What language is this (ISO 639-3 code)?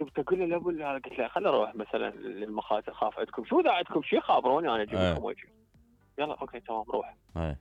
acm